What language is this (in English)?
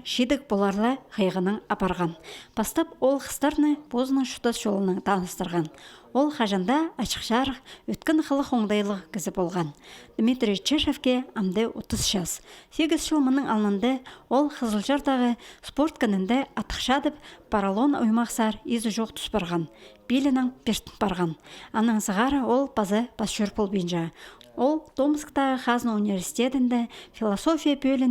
Khakas